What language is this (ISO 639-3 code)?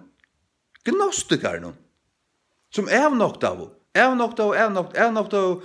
fao